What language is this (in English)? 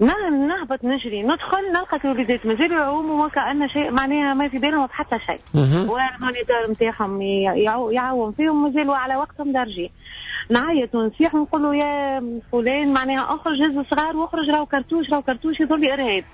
Tunisian Arabic